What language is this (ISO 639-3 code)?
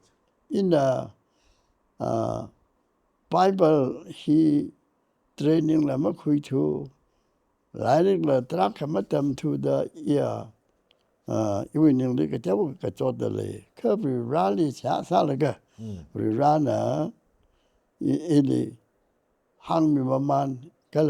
nmf